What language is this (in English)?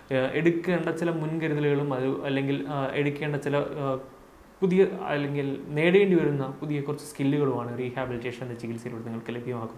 Malayalam